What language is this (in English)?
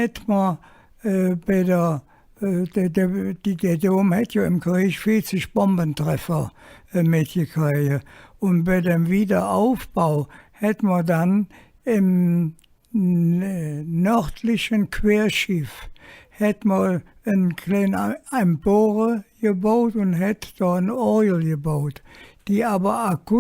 Colognian